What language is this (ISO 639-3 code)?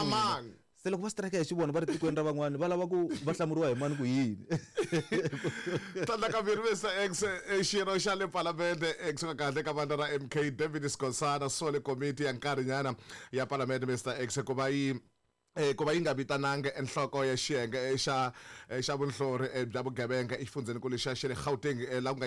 tso